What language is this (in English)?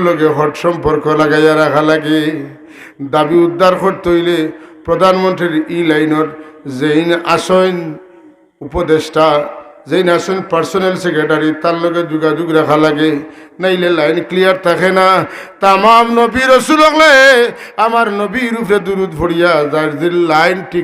Sylheti